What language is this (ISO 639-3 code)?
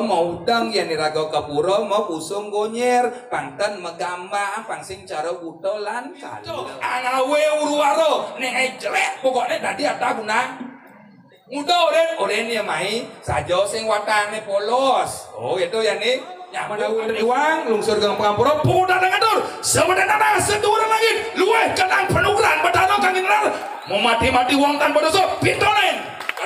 ban